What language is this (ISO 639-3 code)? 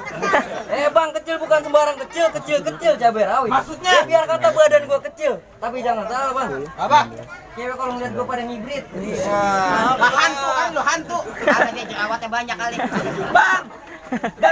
bew